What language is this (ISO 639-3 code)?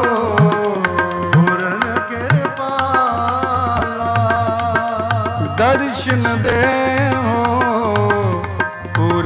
pan